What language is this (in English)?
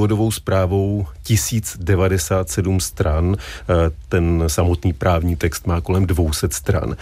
Czech